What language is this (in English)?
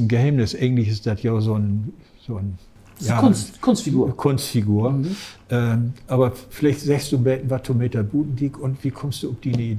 Low German